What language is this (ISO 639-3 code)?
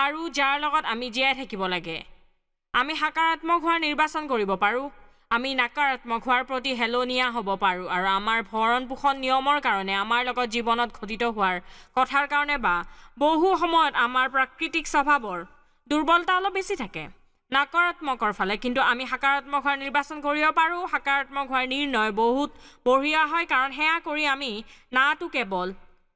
asm